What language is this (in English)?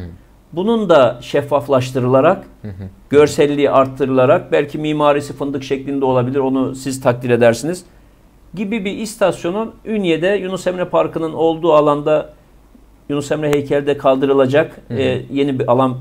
Turkish